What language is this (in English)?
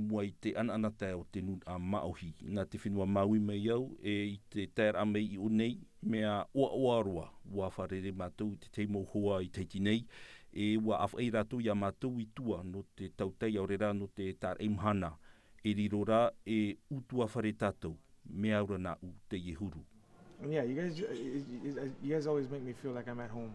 Tahitian